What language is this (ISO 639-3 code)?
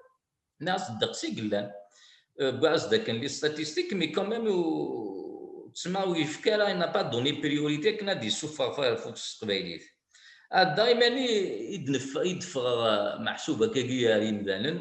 kab